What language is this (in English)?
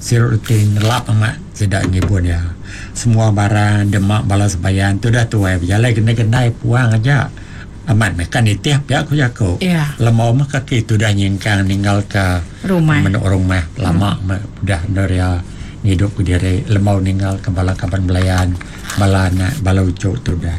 Iban